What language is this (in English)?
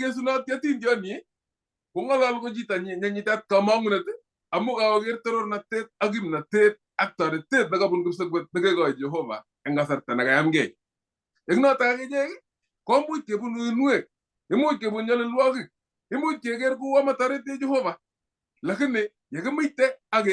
Kalenjin